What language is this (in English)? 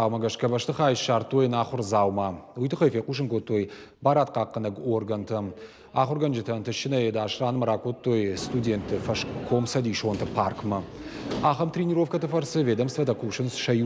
Ossetic